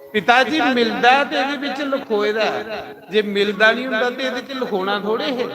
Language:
Dogri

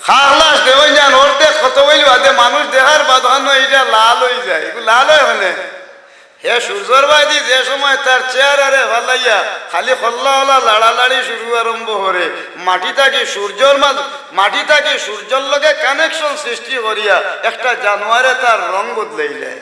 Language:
Sylheti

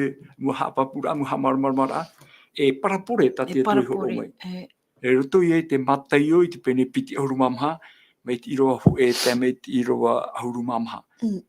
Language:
Tahitian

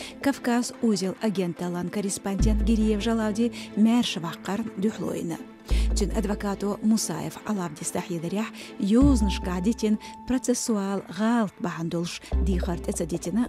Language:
Chechen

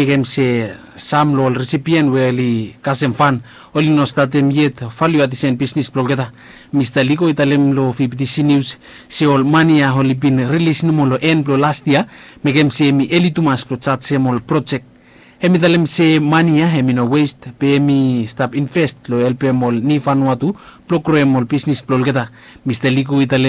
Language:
Bislama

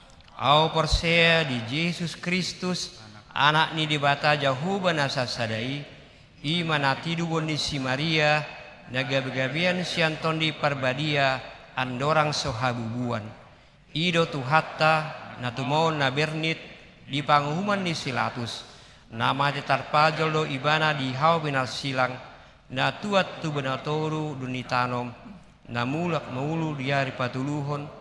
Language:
Batak Toba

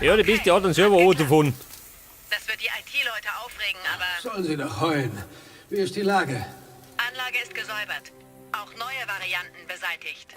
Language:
Bavarian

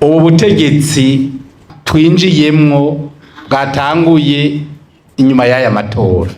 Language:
Rundi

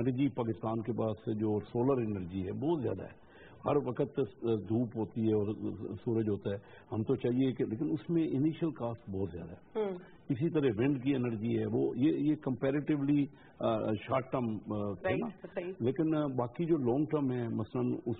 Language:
Urdu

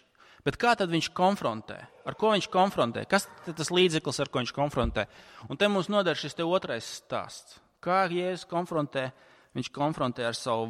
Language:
Latvian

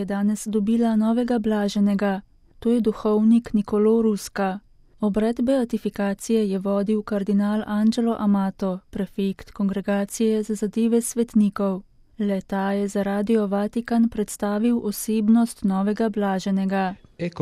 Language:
Slovenian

